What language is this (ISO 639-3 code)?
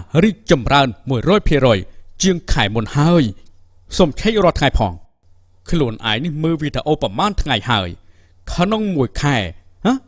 khm